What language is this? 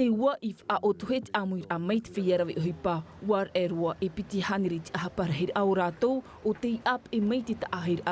Tahitian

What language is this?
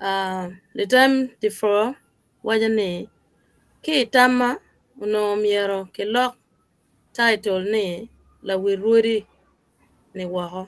Acoli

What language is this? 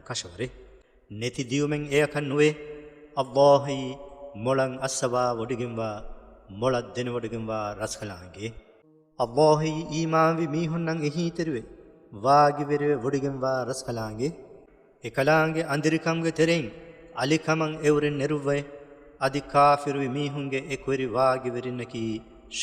Divehi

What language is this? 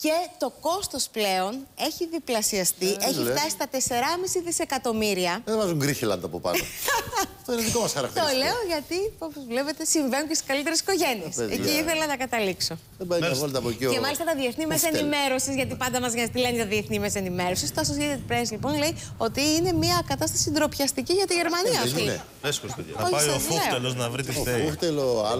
Greek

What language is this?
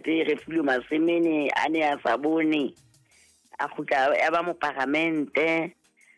Southern Sotho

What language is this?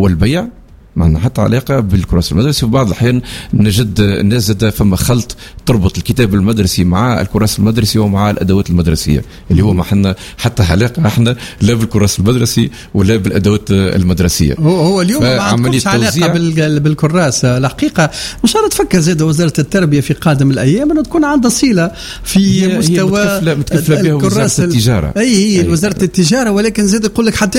Tunisian Arabic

